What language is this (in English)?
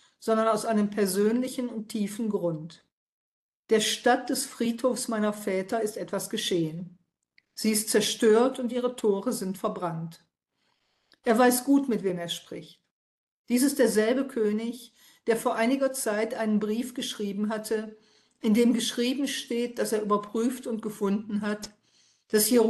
German